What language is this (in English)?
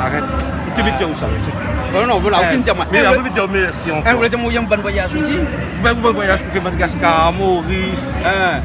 Réunion Creole French